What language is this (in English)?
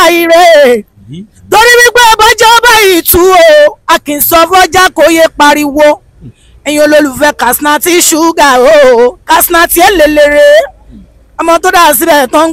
Yoruba